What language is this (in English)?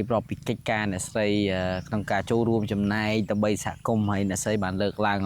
Khmer